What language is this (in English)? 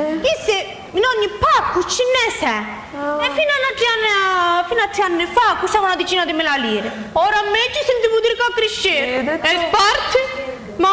Sicilian